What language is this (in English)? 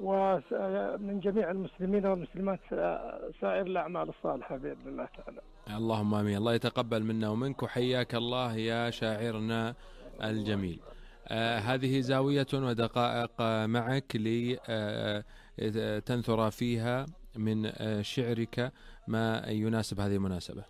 Najdi Arabic